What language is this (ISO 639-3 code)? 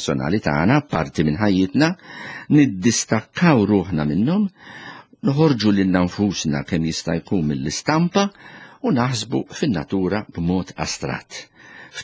mlt